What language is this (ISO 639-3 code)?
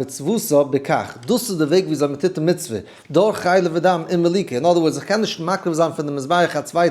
yid